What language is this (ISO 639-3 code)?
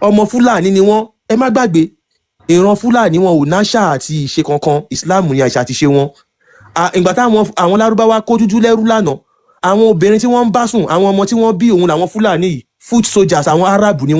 yor